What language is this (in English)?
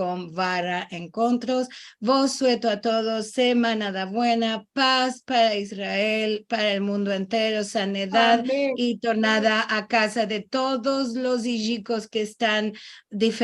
Ladino